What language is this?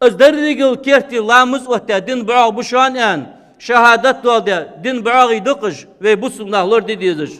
Ingush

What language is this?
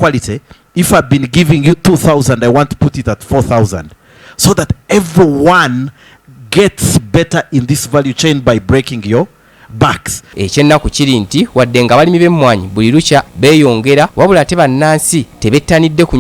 Ganda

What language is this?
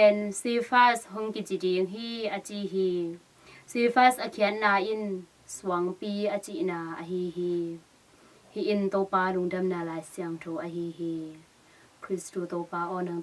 Tedim Chin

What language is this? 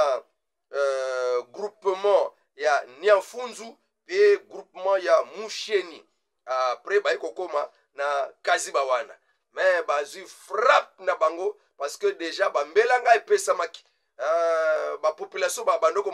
Lingala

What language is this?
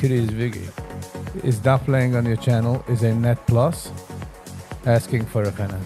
Yiddish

